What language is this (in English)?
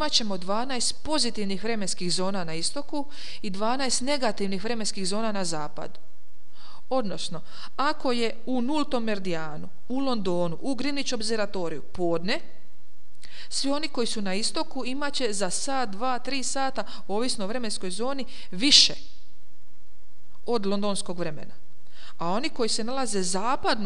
Croatian